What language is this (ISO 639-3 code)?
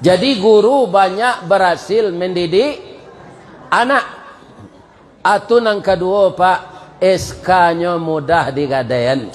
min